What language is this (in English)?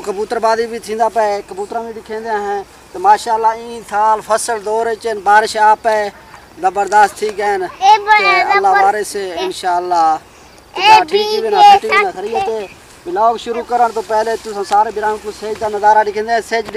Saraiki